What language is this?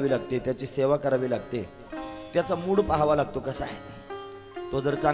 Marathi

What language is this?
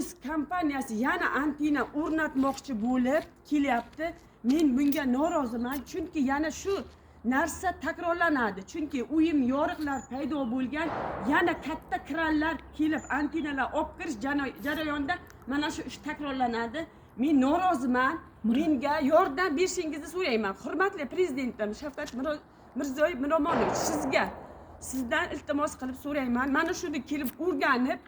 Uzbek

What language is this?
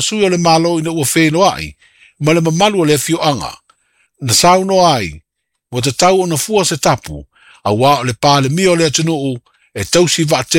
Samoan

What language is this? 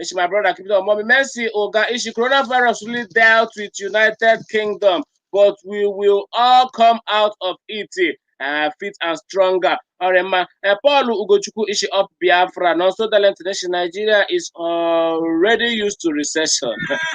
Igbo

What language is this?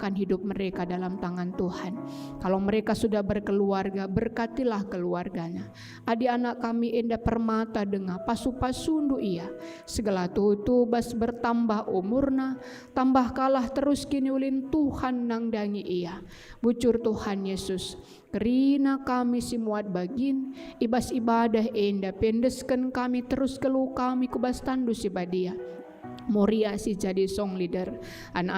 Batak Karo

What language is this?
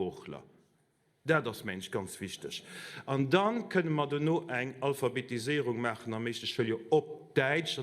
Luxembourgish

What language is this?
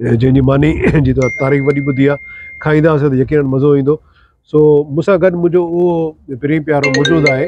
Sindhi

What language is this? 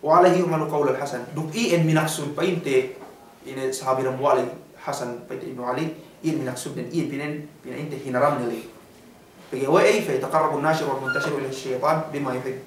Yakan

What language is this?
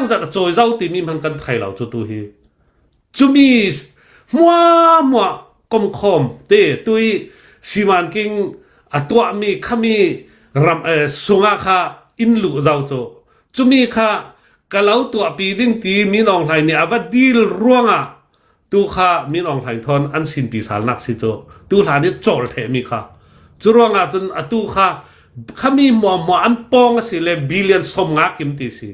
Hakha Chin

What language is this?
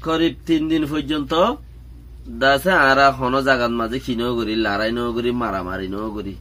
Rohingya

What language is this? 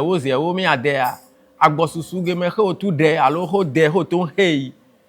Ewe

